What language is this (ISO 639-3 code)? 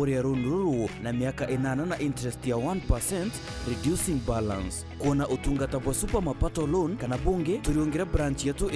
mer